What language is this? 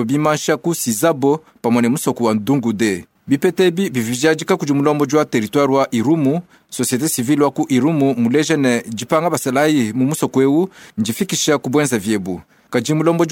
Luba-Lulua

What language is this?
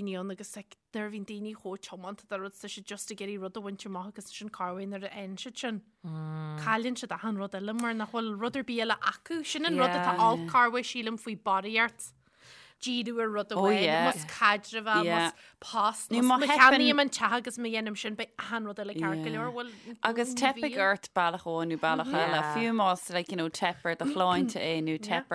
Irish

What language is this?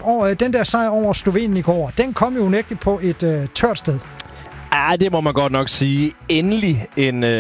Danish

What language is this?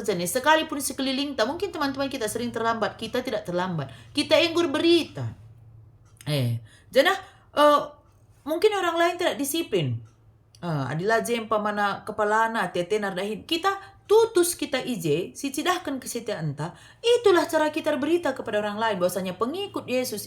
Batak Karo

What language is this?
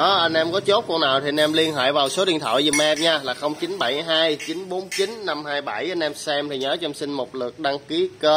Vietnamese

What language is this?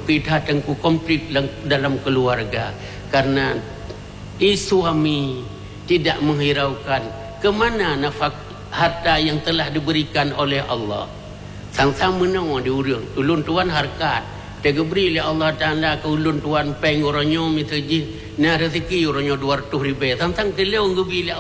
Achinese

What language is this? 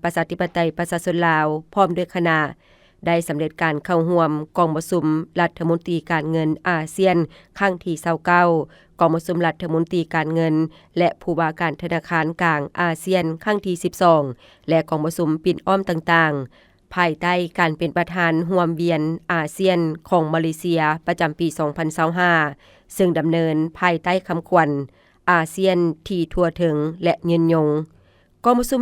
Lao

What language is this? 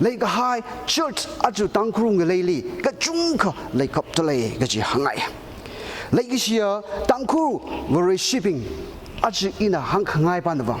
Tangkhul Naga (India)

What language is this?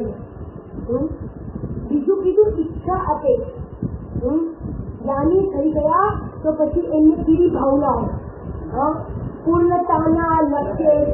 Gujarati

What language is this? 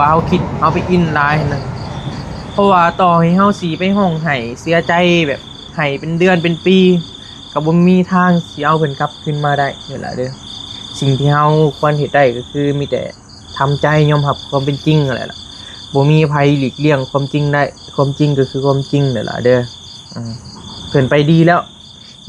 Northeastern Thai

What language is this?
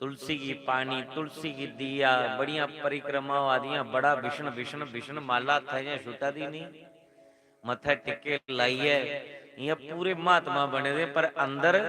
Dogri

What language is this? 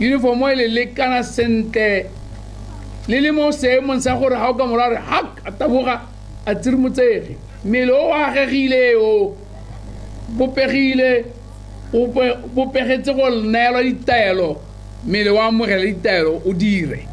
Tswana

